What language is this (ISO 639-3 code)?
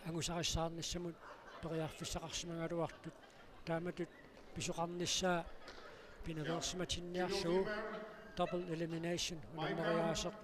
kal